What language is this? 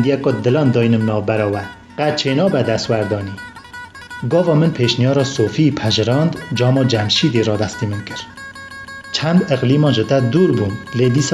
Kurdish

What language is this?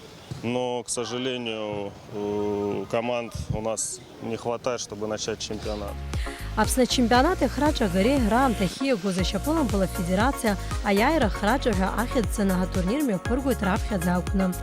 Abkhazian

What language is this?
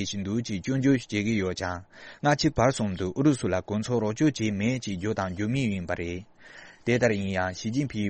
Tibetan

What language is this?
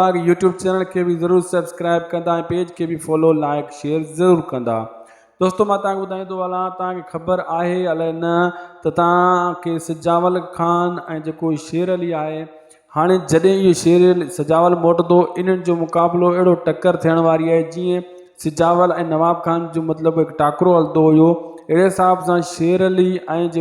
Sindhi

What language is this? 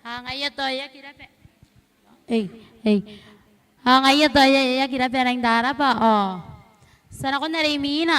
Gilbertese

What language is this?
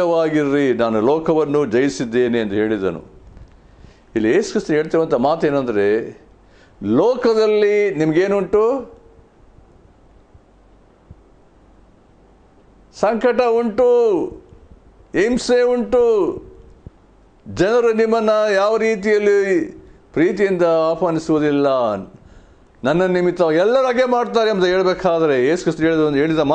Kannada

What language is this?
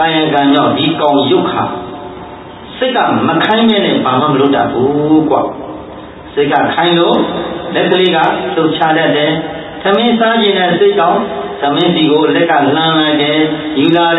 Burmese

